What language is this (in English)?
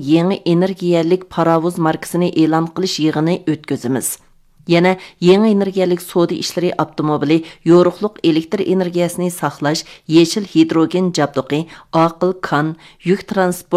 Uyghur